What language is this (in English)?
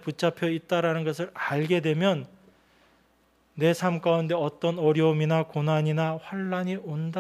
Korean